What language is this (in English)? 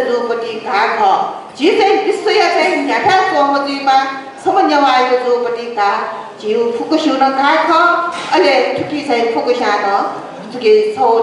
Newari